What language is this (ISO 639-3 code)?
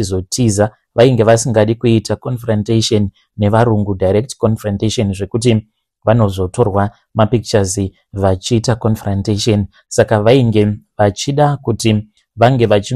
sna